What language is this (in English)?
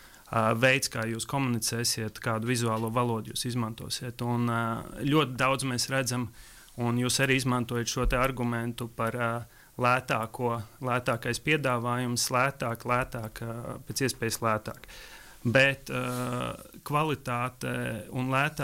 Latvian